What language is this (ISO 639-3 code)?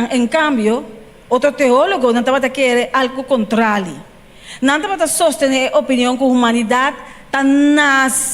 pap